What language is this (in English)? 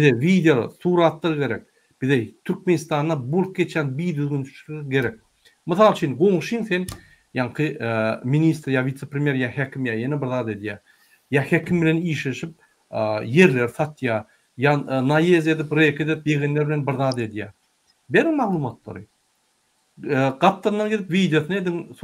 Turkmen